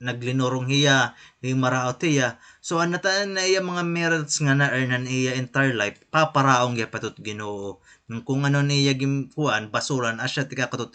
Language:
Waray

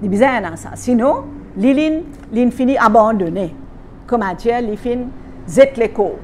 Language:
Morisyen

